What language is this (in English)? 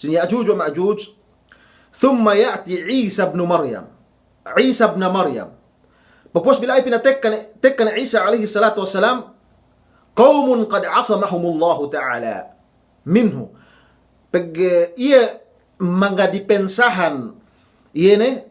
Yakan